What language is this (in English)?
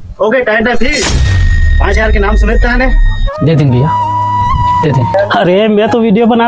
Chhattisgarhi